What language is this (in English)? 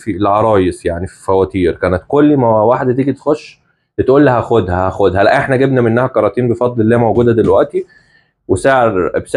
Egyptian Arabic